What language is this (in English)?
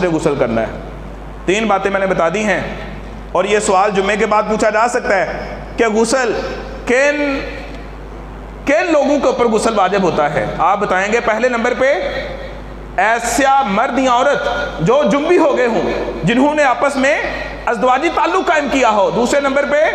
Urdu